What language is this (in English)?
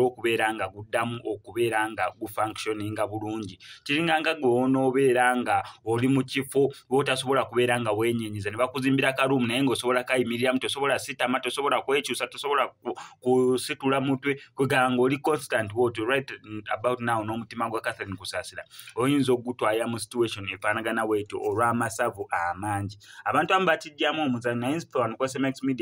Ganda